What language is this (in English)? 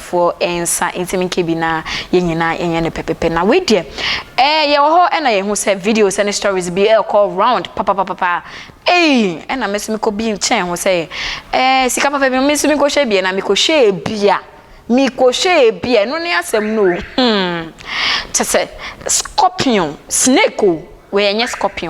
Akan